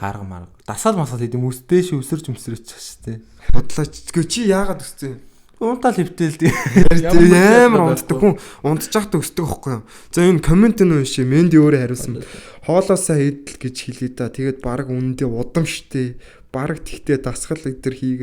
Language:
Mongolian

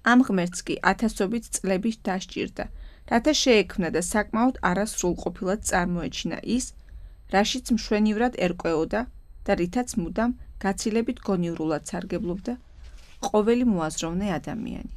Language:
Georgian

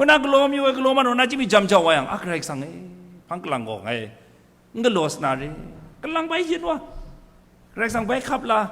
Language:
Kachin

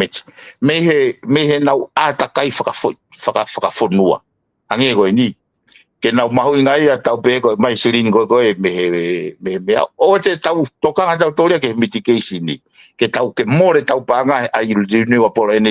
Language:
Tongan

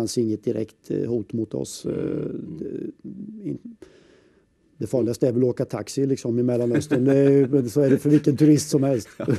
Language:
Swedish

